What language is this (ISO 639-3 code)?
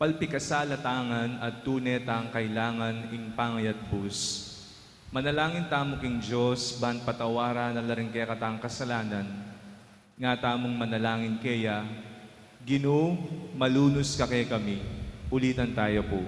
pam